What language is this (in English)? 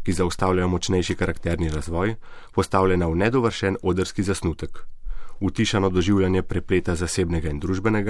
Slovenian